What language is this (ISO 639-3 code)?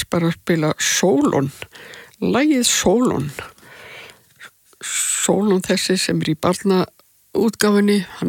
isl